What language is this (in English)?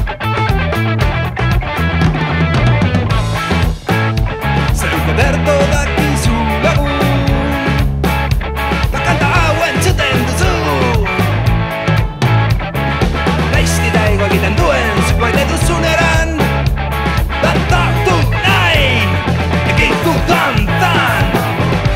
Basque